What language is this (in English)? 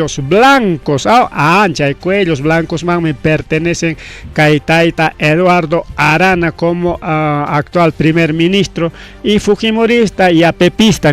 Ayacucho Quechua